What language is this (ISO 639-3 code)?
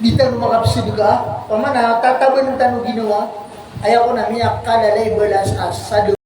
mrw